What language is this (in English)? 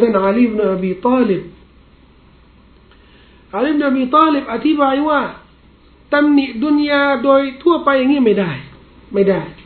Thai